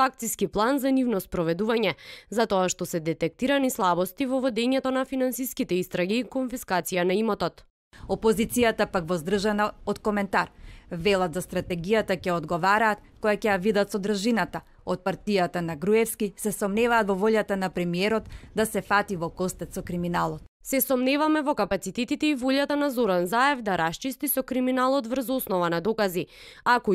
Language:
Macedonian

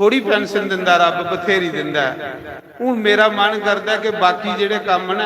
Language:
Dogri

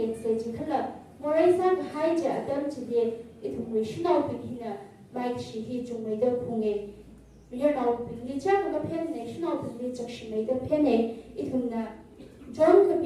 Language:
Tangkhul Naga (India)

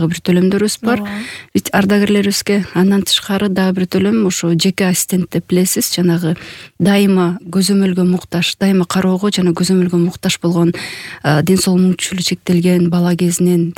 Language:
Kyrgyz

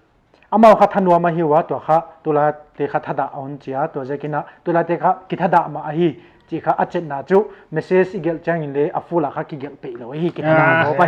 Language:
Paite Chin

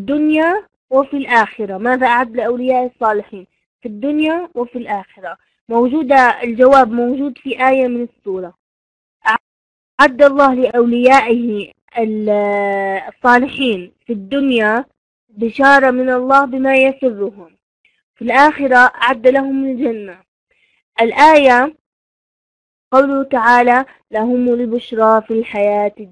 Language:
Egyptian Arabic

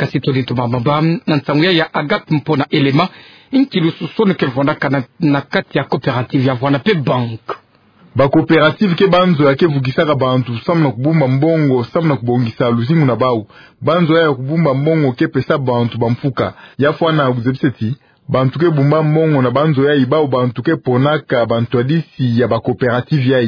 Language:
Kituba (Democratic Republic of Congo)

